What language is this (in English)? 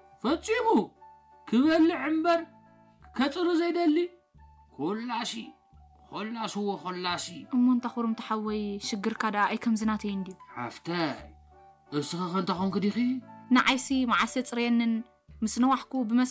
Tigrinya